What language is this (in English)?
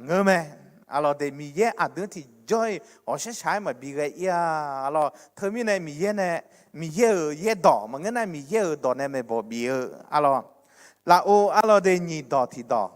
Akha